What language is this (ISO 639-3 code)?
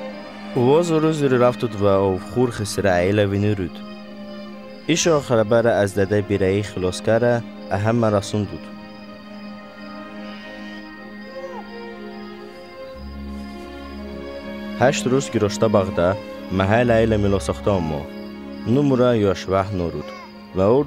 jdt